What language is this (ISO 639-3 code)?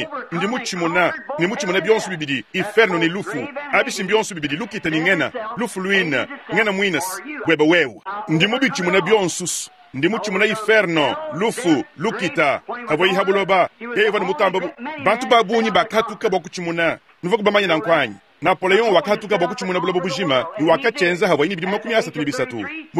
lua